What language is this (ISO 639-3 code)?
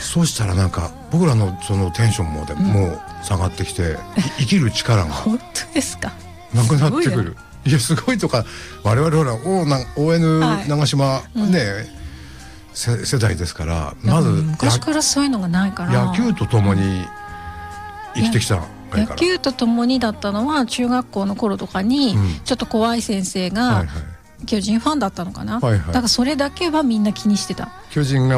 jpn